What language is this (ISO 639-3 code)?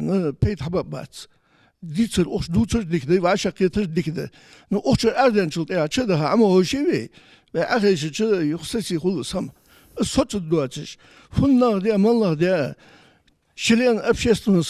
inh